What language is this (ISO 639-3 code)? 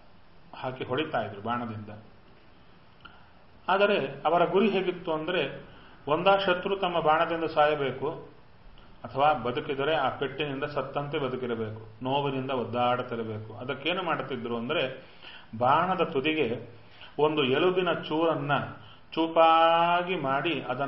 kan